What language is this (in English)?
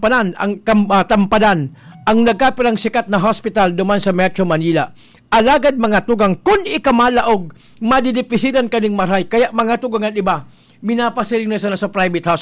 Bikol